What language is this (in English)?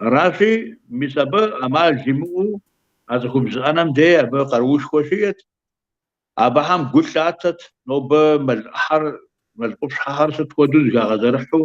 Kabardian